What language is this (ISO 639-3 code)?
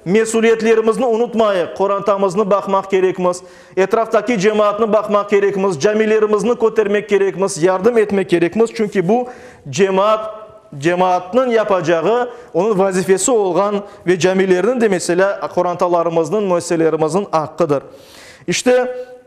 crh